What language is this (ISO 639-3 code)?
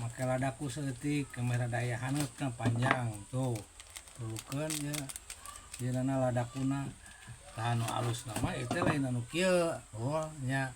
sun